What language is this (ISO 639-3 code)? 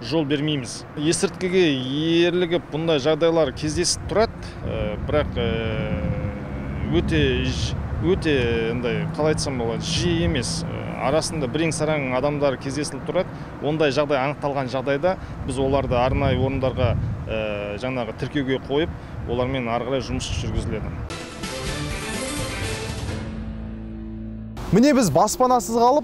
kaz